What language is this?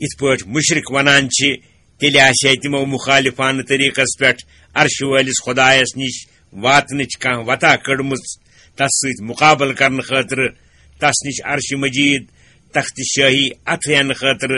Kashmiri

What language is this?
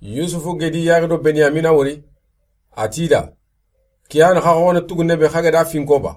Soninke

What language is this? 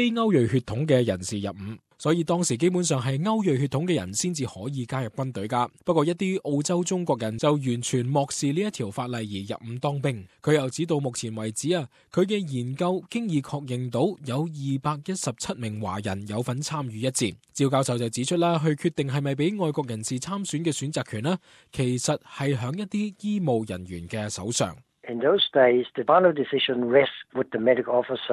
Cantonese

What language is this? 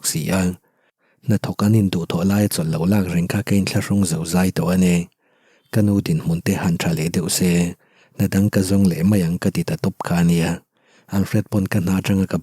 Mizo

